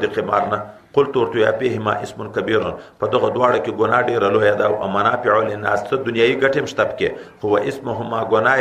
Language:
Pashto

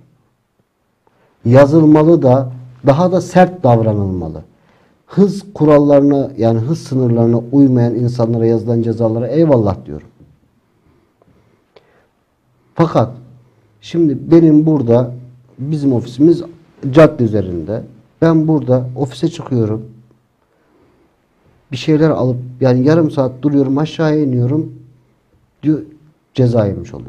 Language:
Turkish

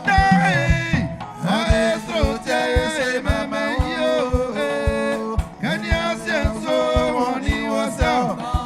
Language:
Baoulé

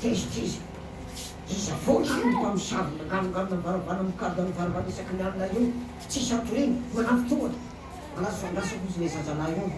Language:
Malagasy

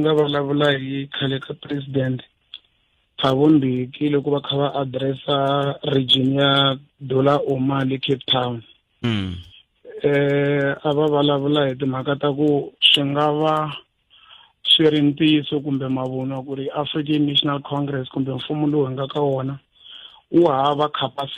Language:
Tsonga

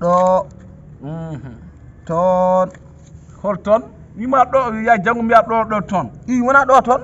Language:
Fula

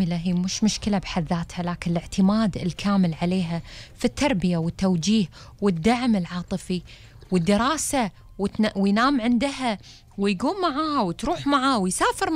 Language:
Gulf Arabic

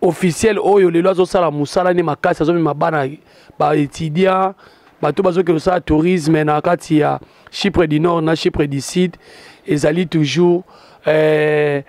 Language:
Lingala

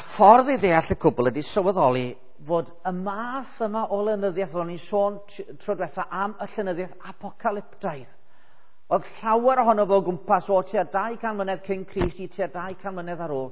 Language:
Welsh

